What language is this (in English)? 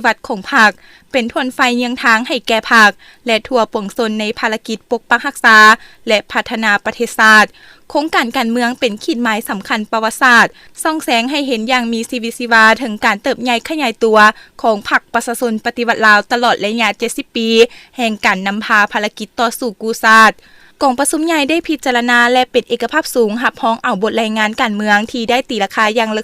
Lao